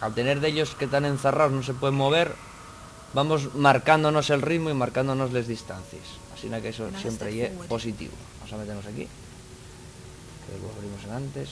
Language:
Asturian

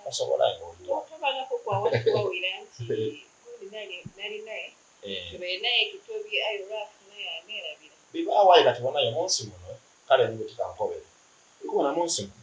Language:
Soga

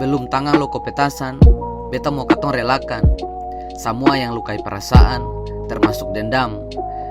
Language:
Ambonese Malay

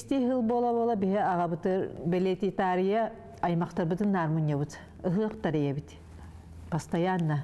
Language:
Yakut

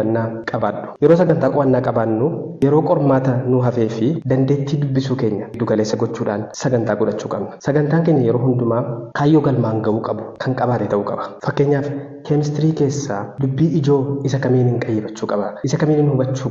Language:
Oromo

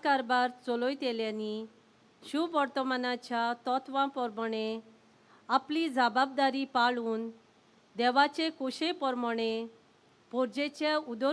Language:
Konkani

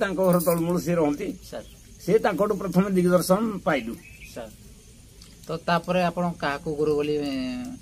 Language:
Odia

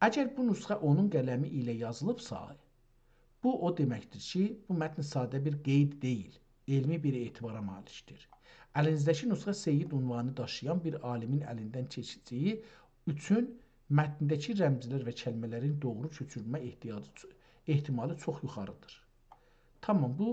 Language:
South Azerbaijani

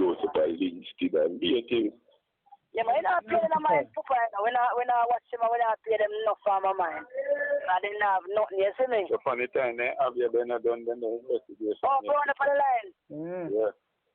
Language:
Jamaican Creole English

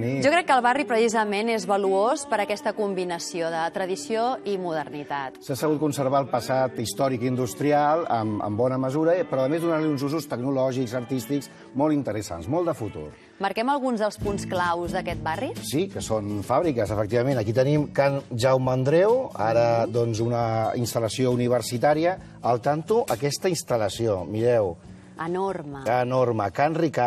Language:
Catalan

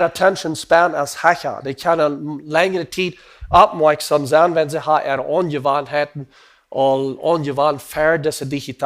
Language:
Plautdietsch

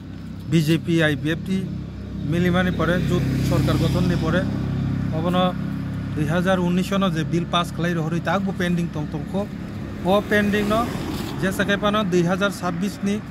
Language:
Kok Borok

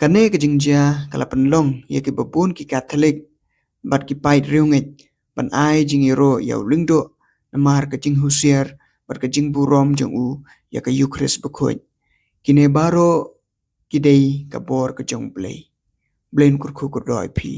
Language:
Khasi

